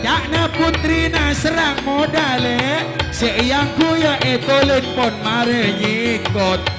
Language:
Madurese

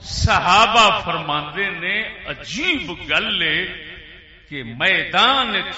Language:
Saraiki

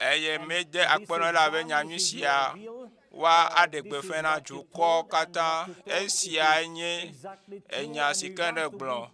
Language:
Ewe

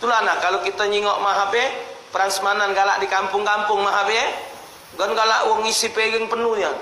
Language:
Musi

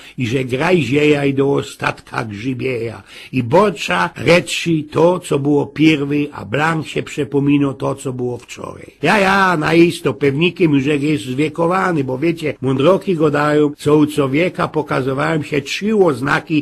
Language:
Silesian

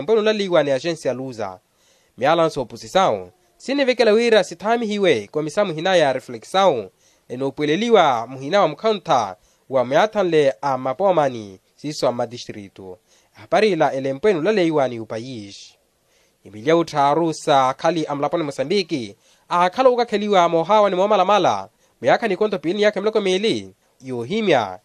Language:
Makhuwa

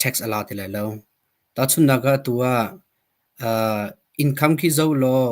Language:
Hakha Chin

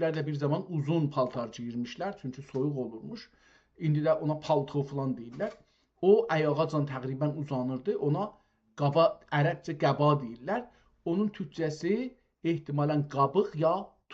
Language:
South Azerbaijani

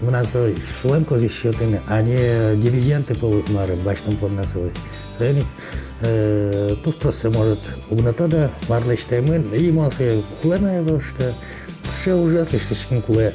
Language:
Udmurt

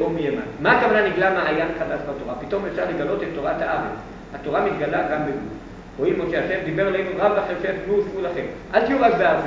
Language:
Hebrew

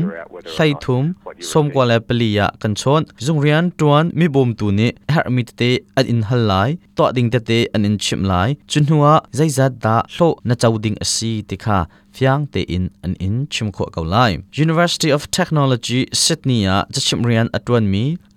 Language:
Hakha Chin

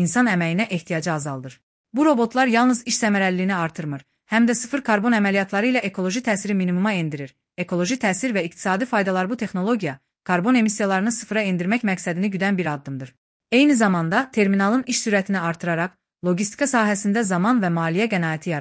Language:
Azerbaijani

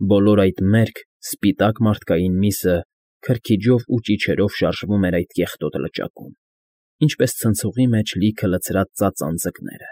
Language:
Armenian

